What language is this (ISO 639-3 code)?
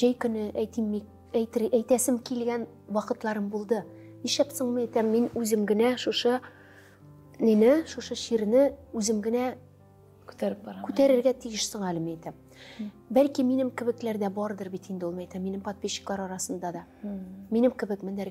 tat